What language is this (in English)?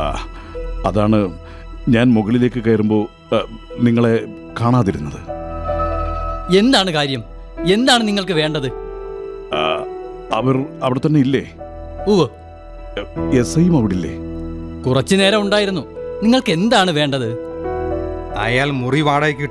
Malayalam